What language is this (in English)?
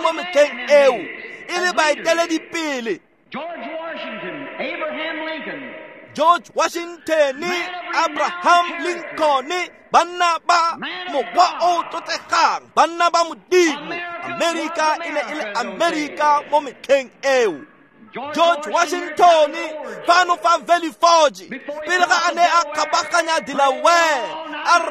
Tswana